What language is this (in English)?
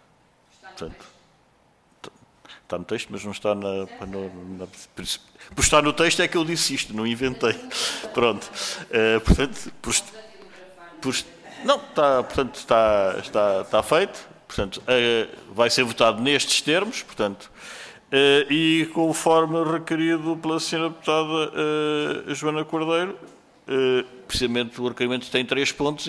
Portuguese